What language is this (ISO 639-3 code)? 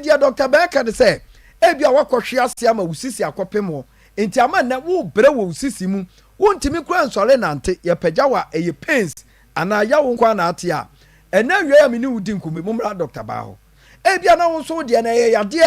aka